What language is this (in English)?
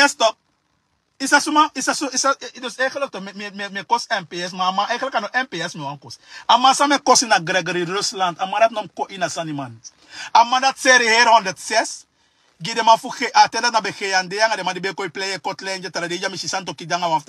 Sranan Tongo